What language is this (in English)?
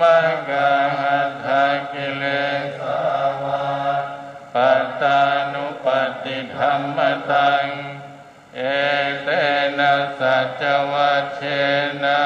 Pali